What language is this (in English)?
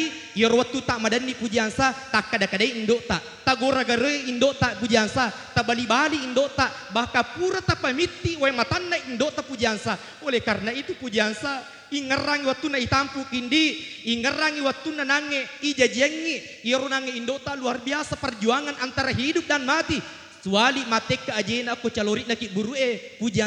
Buginese